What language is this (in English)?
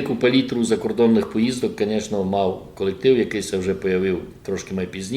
Rusyn